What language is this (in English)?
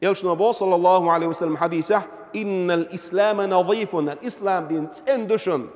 Chechen